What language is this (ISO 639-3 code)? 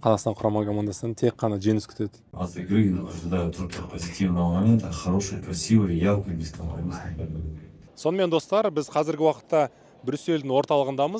kaz